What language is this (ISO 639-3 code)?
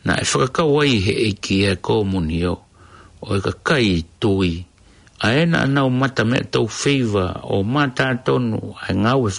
ton